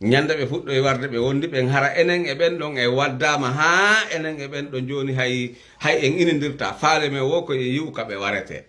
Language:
Fula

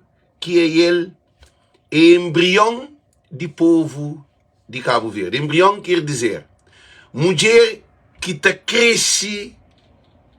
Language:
Kabuverdianu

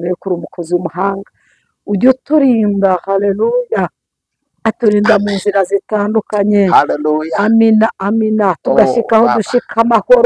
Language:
Kinyarwanda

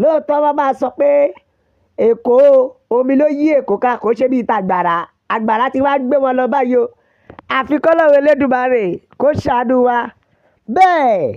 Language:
Yoruba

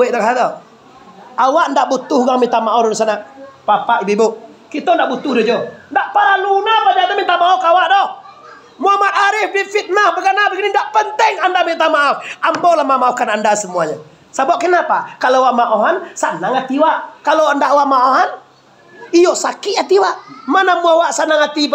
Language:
Minangkabau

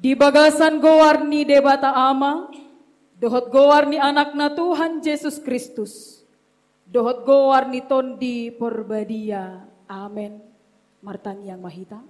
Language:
Batak Toba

